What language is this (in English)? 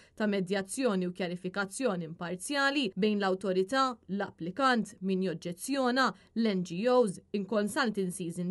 Maltese